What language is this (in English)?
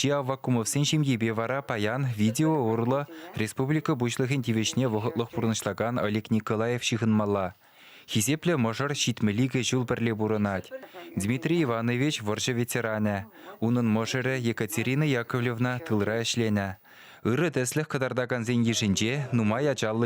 Chuvash